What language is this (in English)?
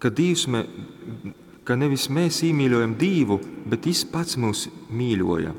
Latgalian